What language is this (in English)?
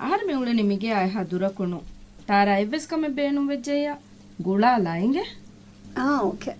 Divehi